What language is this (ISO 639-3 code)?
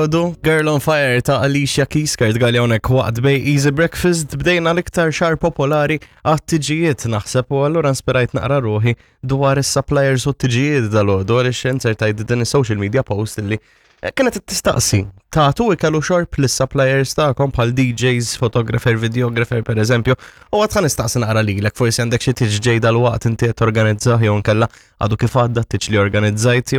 mlt